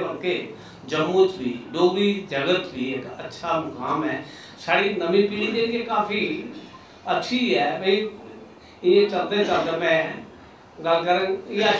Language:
Dogri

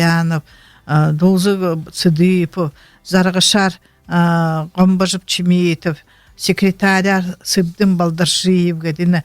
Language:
Buriat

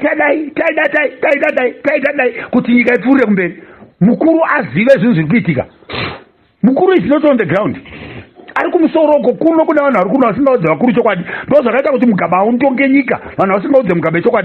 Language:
Shona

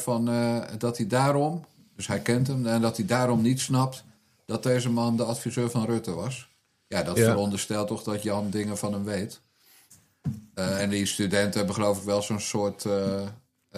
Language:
Dutch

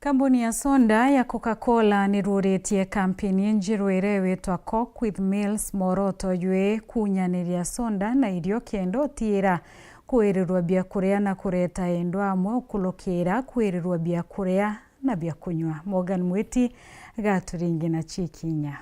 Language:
Meru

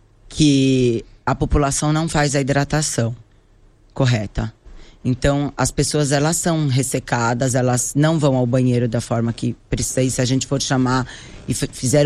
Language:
Portuguese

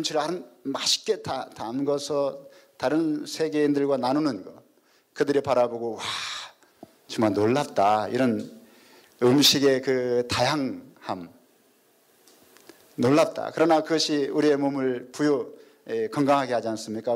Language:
Korean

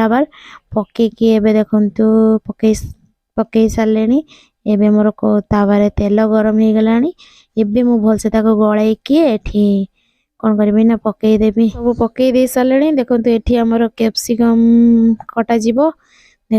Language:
Odia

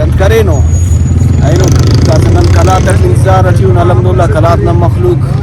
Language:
Brahui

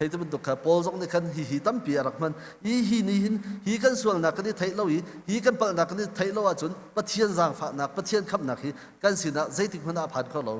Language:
Hakha Chin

